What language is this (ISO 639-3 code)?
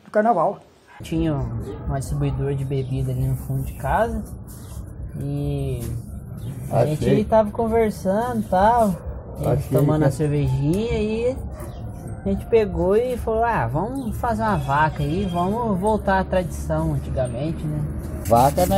por